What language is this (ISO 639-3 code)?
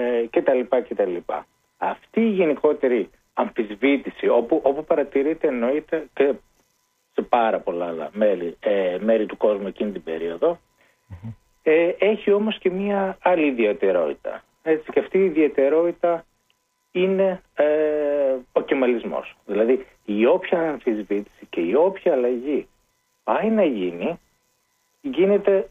ell